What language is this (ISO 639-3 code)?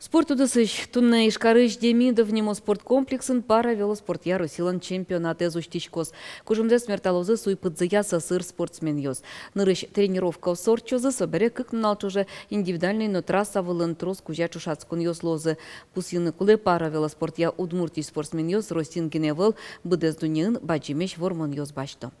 udm